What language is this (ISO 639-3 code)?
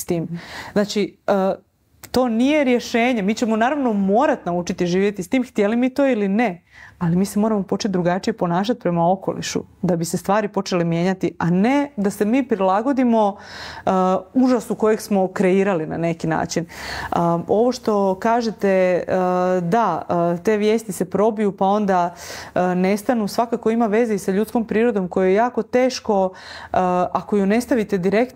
hrv